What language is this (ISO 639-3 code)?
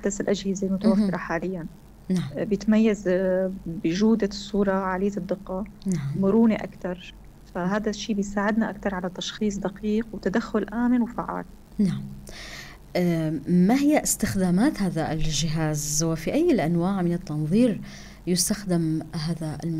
apc